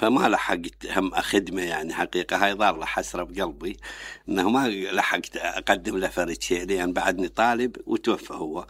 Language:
Mesopotamian Arabic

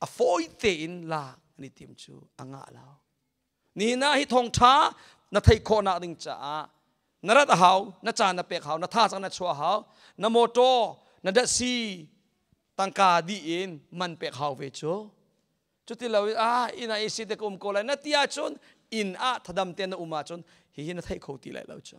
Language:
Hakha Chin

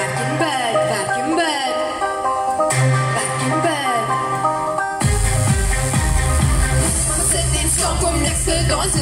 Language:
Afrikaans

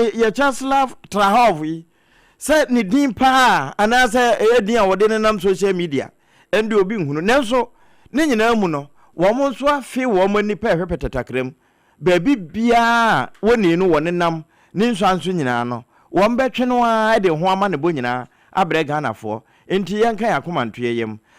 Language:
Akan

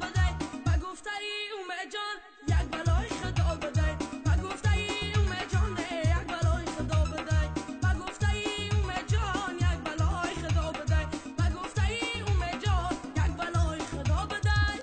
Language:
Tajik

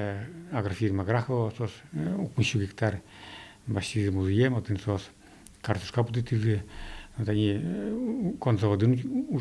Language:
Udmurt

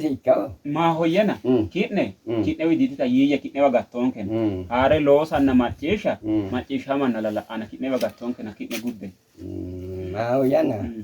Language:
Sidamo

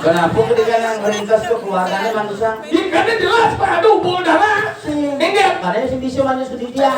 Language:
Balinese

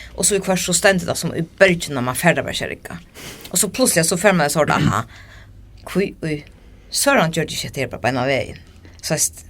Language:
Faroese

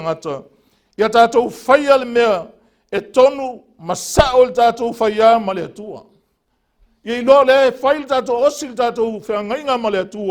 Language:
Samoan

